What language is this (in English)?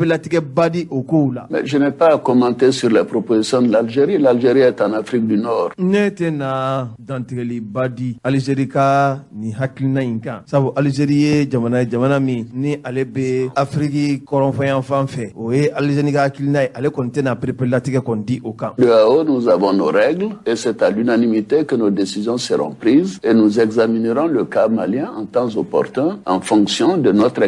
Bambara